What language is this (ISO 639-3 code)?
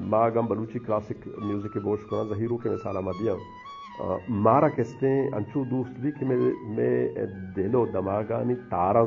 bgp